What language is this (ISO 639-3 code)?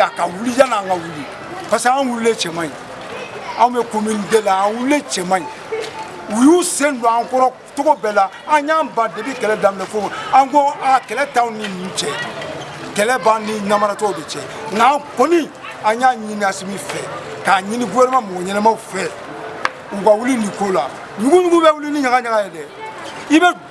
bam